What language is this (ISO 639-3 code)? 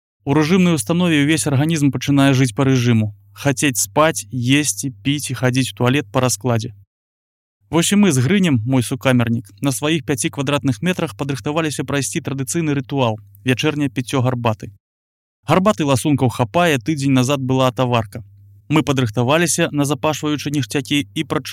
bel